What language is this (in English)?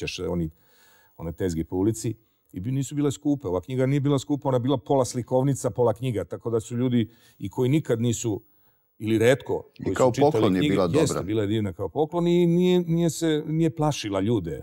Serbian